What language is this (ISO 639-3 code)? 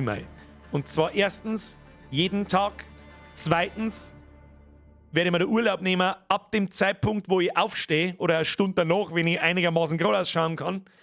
bar